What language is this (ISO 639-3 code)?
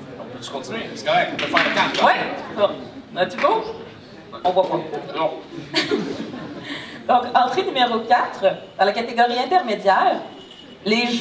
fra